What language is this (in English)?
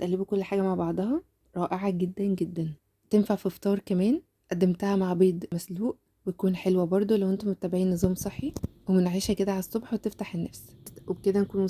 Egyptian Arabic